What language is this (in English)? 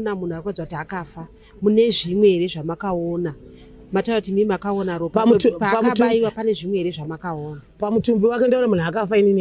Shona